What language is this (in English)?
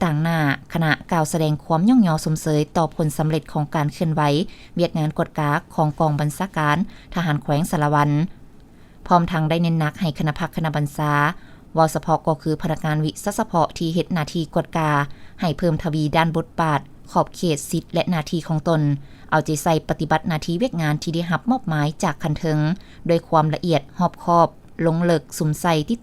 Lao